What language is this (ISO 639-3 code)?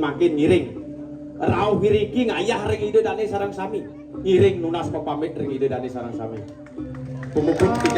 ban